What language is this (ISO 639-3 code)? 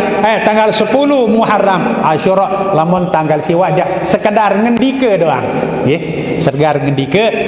sas